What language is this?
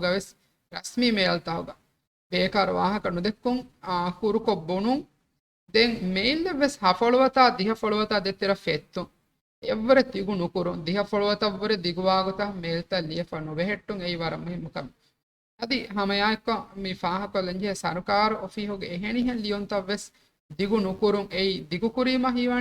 Divehi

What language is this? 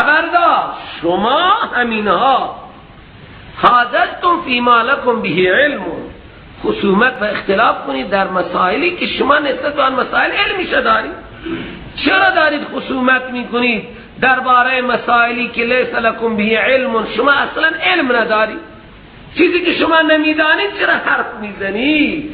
Persian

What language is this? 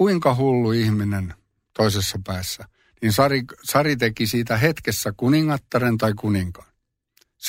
Finnish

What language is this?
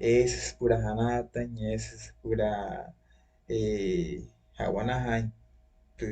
Wayuu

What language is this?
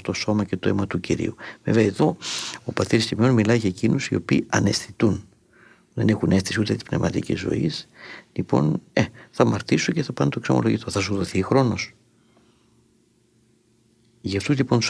Greek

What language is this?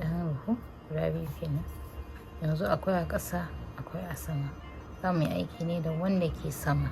Hausa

